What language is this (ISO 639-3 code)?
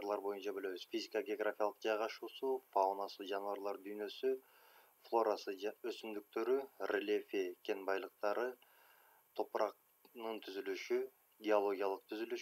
kir